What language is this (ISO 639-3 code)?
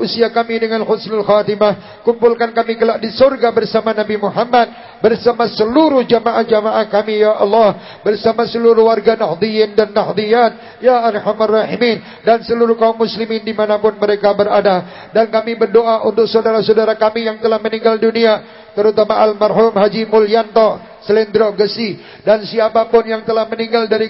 ind